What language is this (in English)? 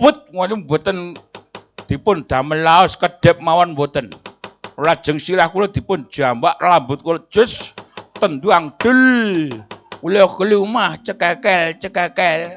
Javanese